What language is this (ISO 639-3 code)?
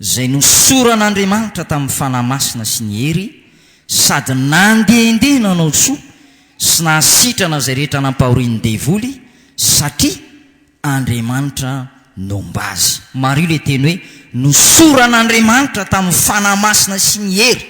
mlg